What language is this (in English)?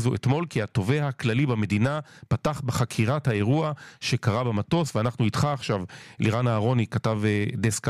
Hebrew